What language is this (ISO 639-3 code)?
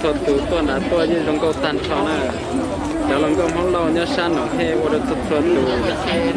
hmn